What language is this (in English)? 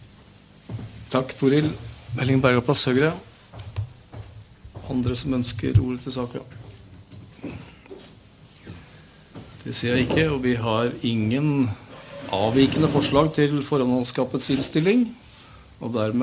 Norwegian